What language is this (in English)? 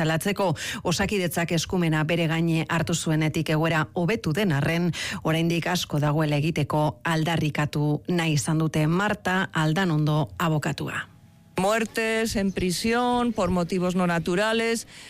Basque